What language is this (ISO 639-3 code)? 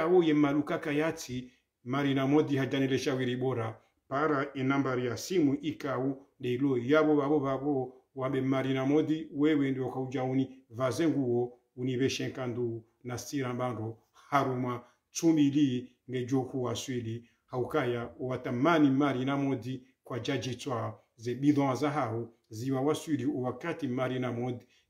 swa